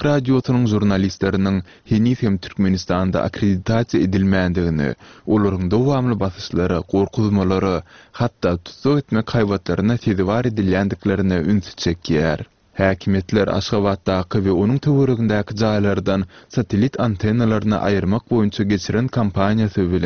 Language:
Turkmen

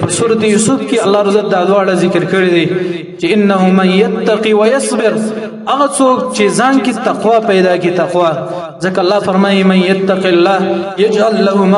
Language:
Pashto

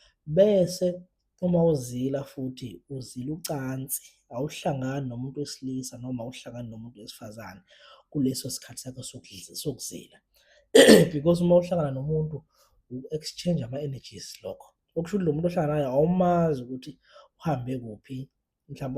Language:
Zulu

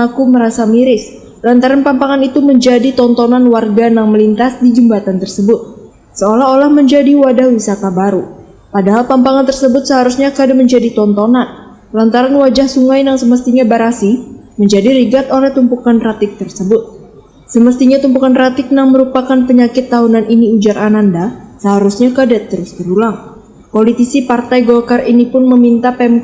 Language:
Banjar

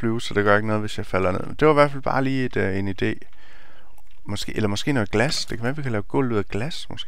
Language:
Danish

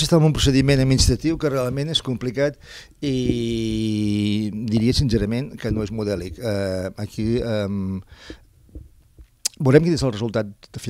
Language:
Catalan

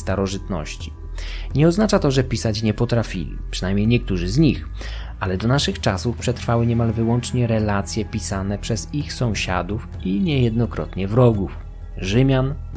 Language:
Polish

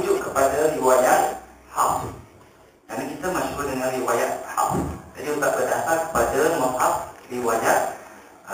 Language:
Malay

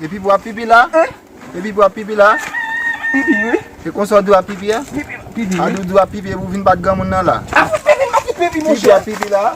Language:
Haitian Creole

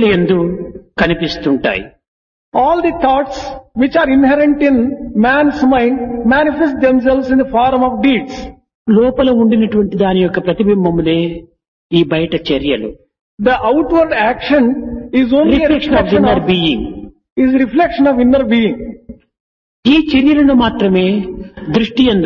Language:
Telugu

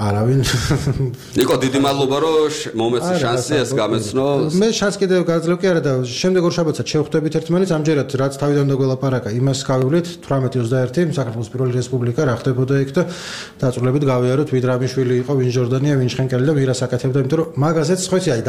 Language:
Georgian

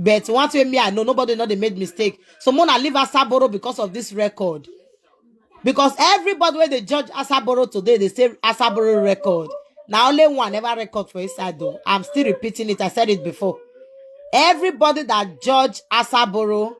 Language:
Nigerian Pidgin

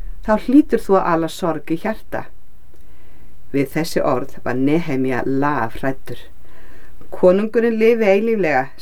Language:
Icelandic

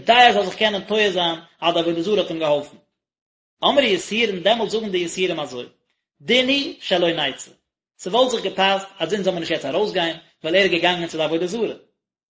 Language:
Yiddish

